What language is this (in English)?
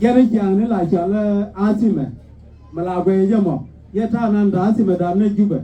Nuer